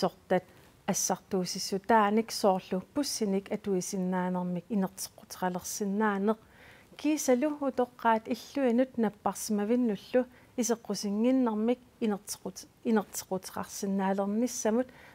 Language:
Kalaallisut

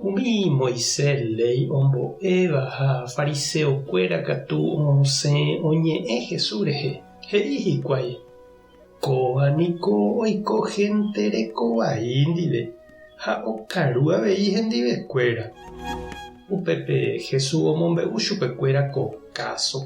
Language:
Guarani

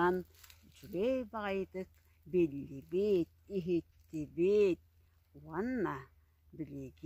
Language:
Yakut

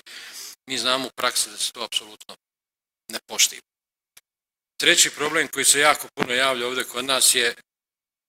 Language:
Bosnian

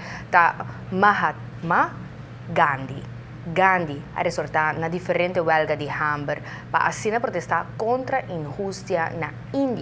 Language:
Papiamento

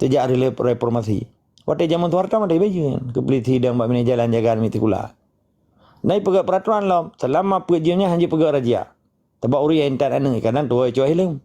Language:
Achinese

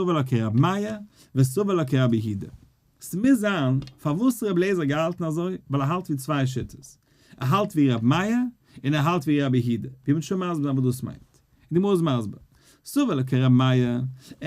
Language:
Yiddish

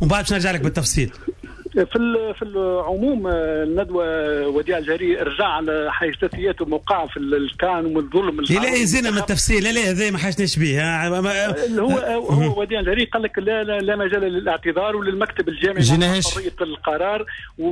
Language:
Tunisian Arabic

